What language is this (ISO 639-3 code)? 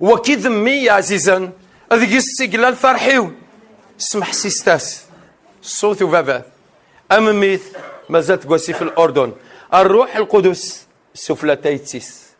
kab